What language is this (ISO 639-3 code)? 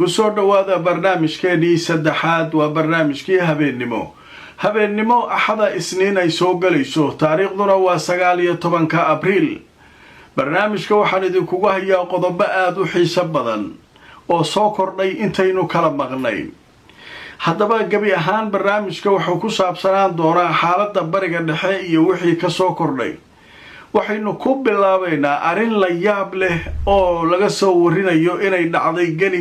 som